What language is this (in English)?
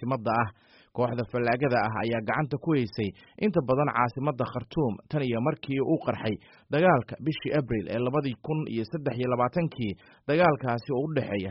Somali